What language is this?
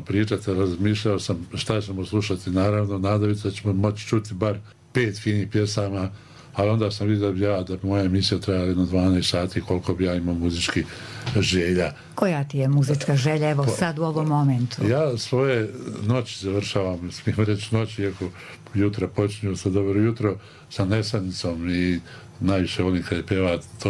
Bosnian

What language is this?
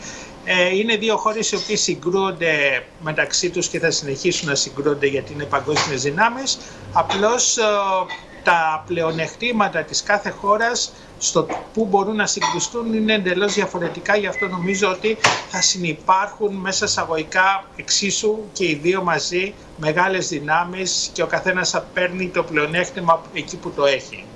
Greek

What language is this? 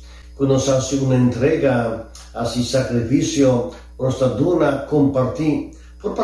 Papiamento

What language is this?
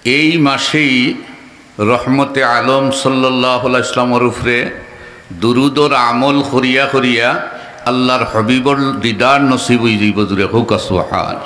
Sylheti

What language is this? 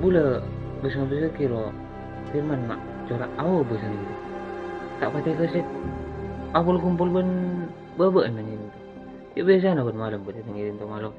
Madurese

